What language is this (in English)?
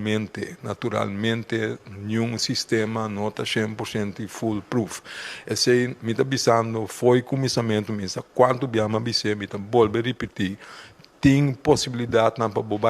Papiamento